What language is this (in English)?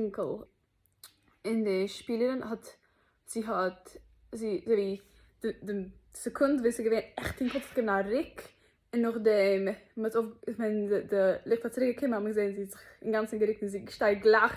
Yiddish